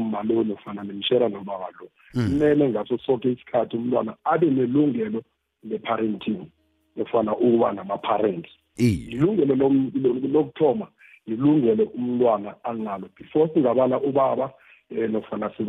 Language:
South Ndebele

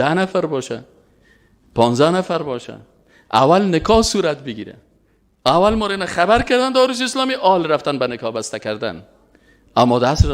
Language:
Persian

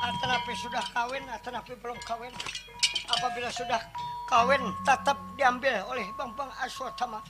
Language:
Banjar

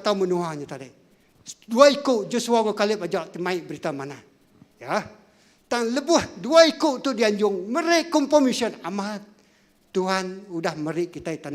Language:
Iban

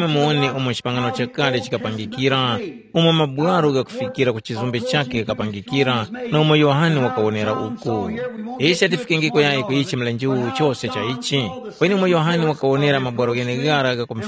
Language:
Tumbuka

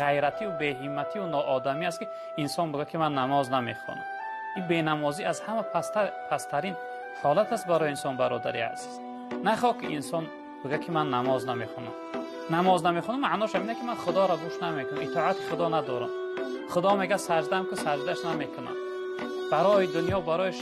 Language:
Tajik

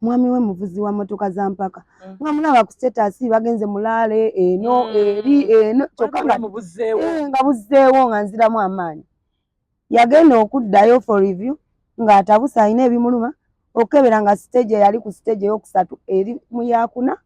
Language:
Ganda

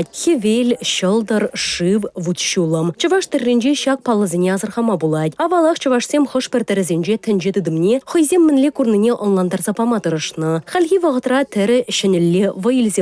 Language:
Chuvash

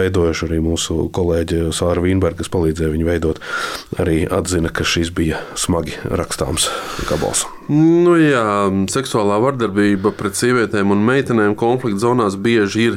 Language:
Latvian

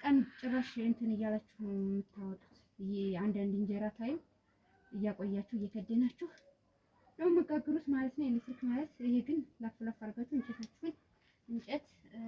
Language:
Amharic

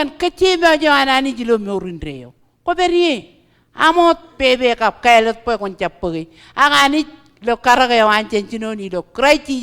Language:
Marshallese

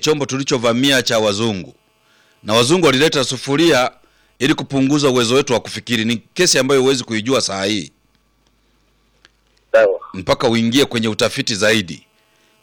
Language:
Swahili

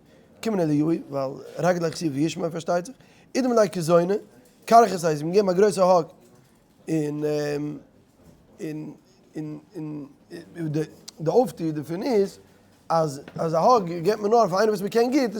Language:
Yiddish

